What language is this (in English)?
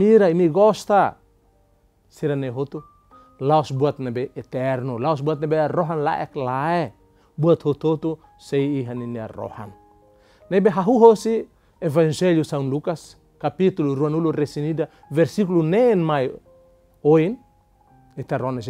Tetum